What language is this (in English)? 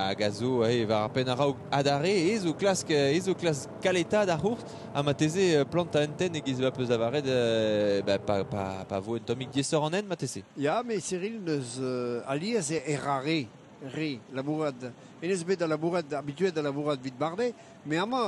Breton